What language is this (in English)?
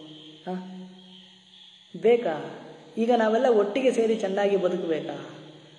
Kannada